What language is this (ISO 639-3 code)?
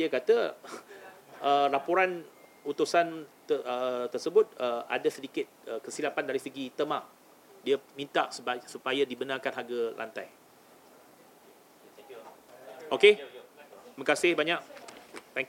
msa